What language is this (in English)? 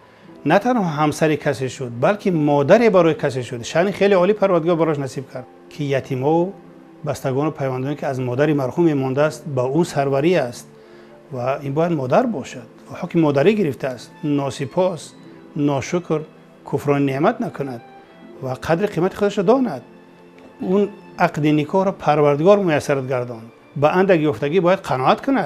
Tajik